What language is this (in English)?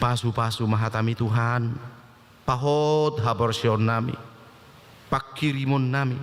Batak Toba